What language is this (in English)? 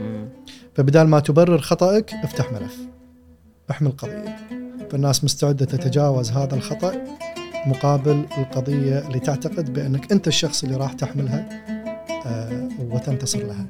Gulf Arabic